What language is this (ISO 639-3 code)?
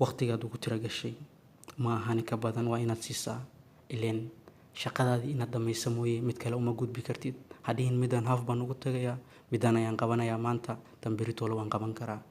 som